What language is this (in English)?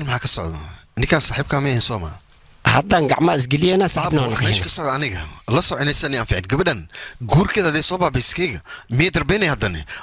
Somali